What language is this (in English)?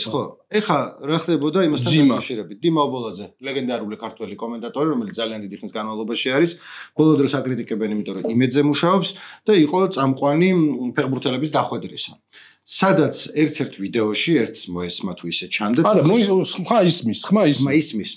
Georgian